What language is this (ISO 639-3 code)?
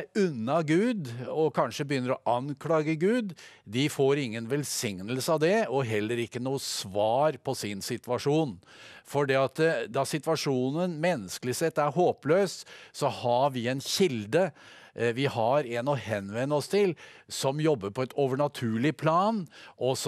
nor